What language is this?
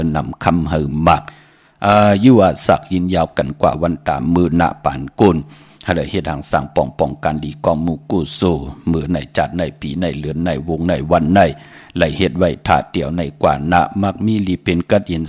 Shan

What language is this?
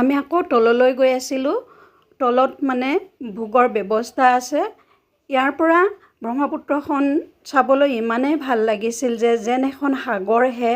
Assamese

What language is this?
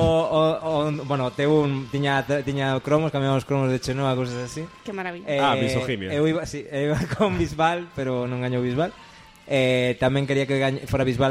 Galician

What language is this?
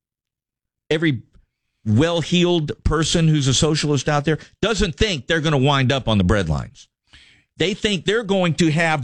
English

